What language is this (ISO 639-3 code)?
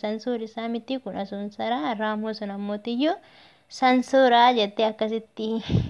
orm